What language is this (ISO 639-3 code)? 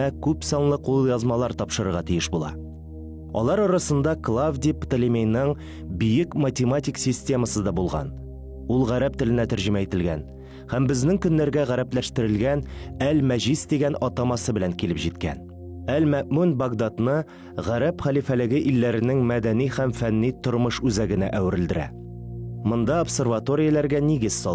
tat